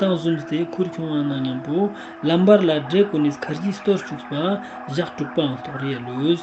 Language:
Ladakhi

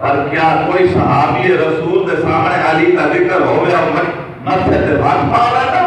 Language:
Saraiki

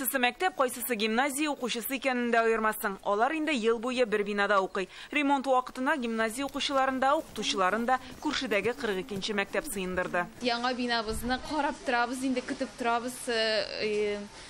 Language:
Tatar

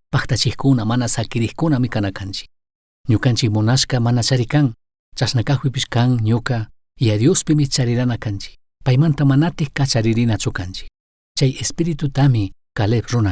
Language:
Chimborazo Highland Quichua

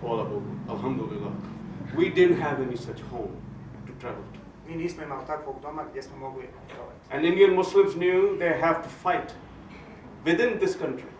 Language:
Bosnian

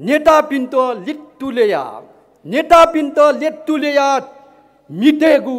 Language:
Newari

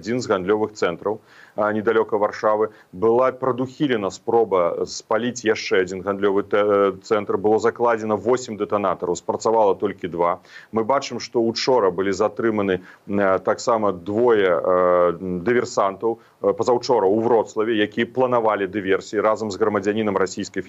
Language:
Belarusian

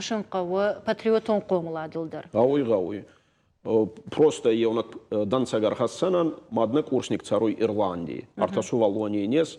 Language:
Ossetic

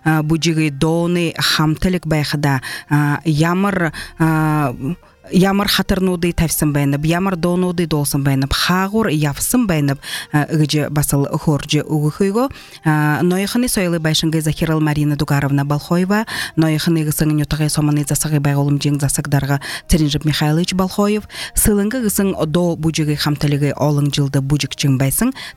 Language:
Buriat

